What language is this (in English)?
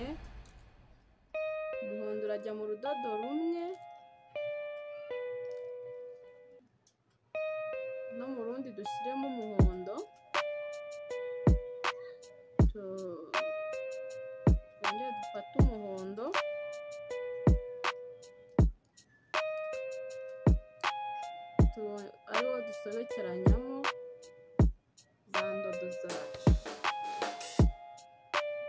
Kinyarwanda